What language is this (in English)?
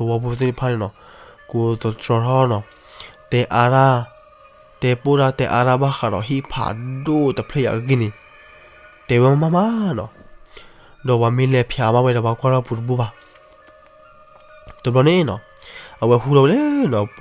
S'gaw Karen